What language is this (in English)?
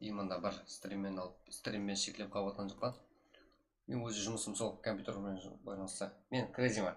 Kara-Kalpak